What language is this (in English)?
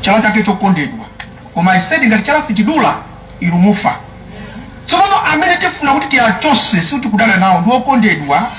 Nyanja